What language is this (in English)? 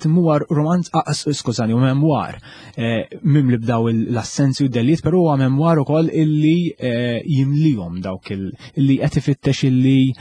Maltese